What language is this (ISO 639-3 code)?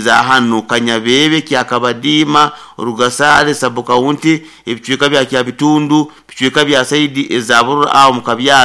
nyo